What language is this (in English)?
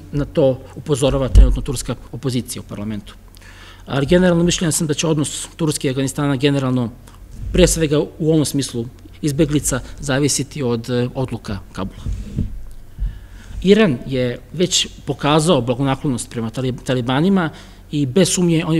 Serbian